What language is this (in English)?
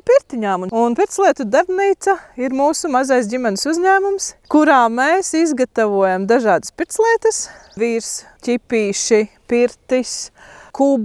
Latvian